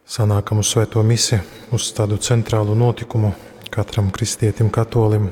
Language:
Latgalian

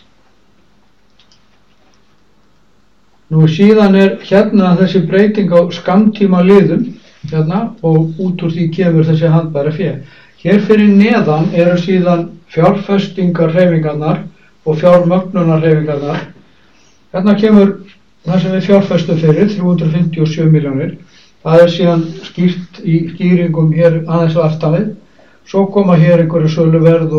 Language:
Icelandic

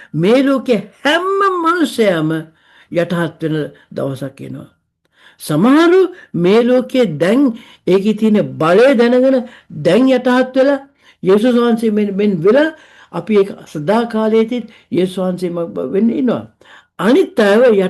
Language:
Sinhala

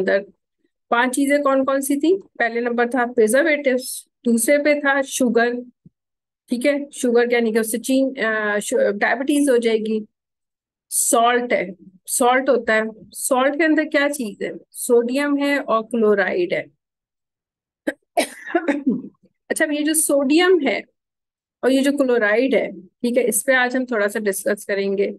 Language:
Hindi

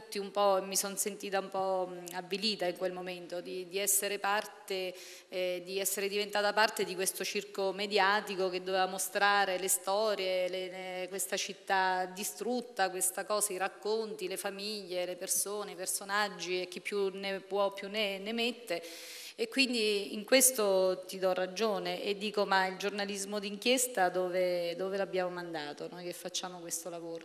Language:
Italian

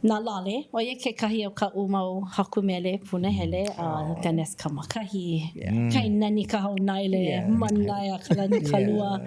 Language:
Hawaiian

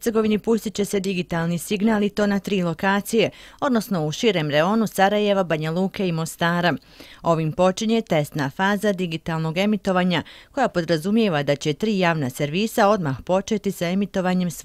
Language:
Bosnian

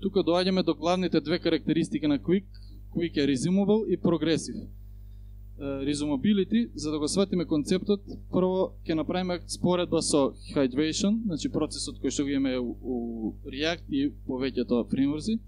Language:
Macedonian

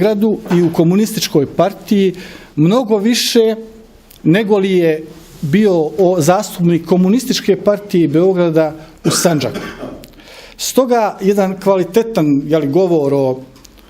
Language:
Bosnian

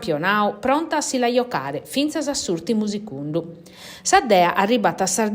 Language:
Sardinian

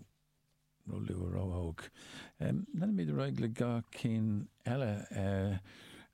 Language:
Irish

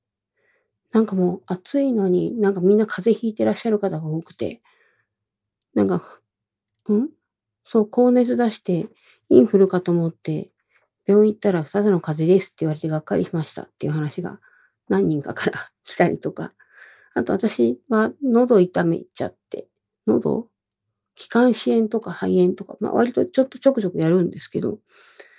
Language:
Japanese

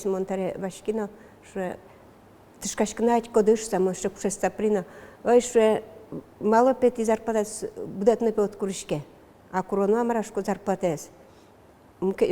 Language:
Udmurt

